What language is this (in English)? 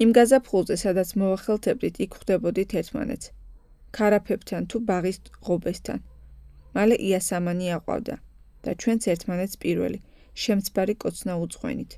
Georgian